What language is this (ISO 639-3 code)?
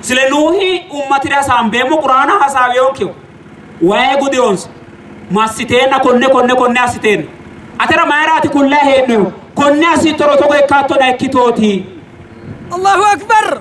sid